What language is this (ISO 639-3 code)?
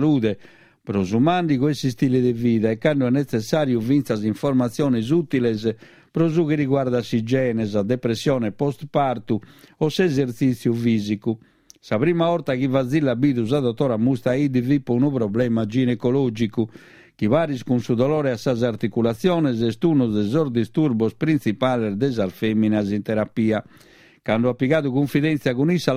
srd